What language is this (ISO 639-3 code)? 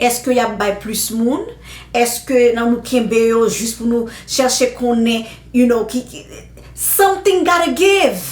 hat